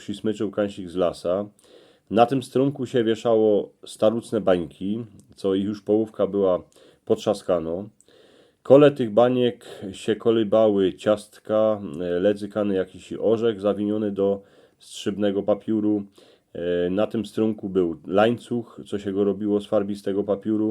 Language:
Silesian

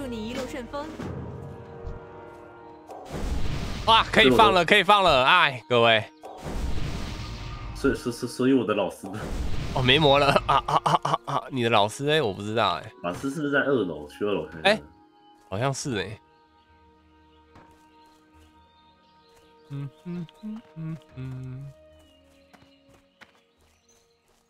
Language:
Chinese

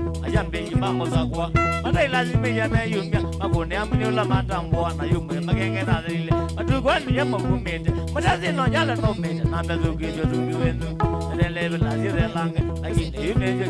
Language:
Kamba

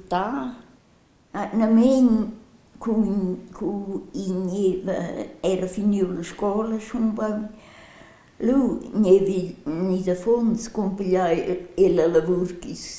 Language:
Romansh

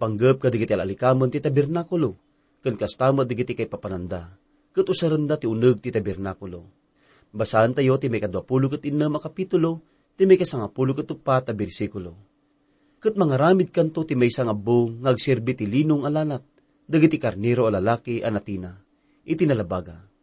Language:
Iloko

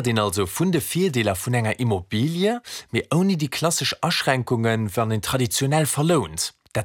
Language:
Luxembourgish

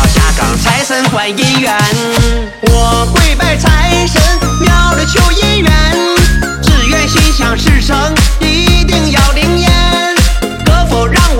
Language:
Chinese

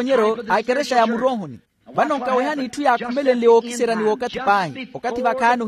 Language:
Makhuwa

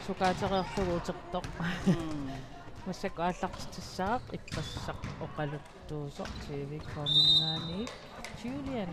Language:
Kalaallisut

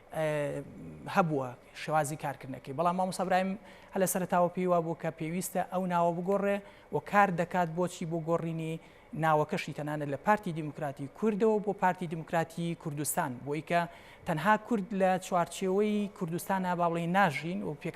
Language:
Central Kurdish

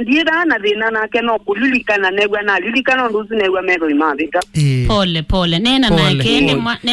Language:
Kamba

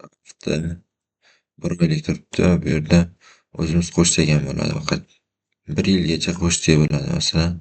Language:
Uzbek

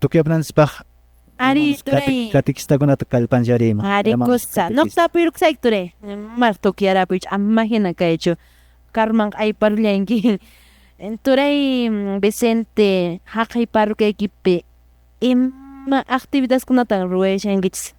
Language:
Quechua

